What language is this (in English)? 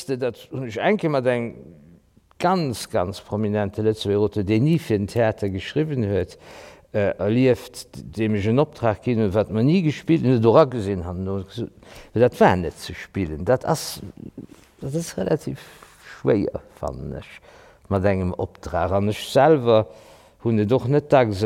Luxembourgish